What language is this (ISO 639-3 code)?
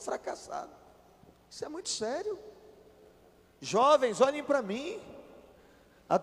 por